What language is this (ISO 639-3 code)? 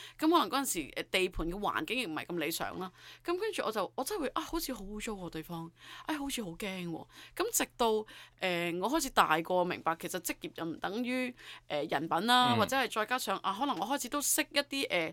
yue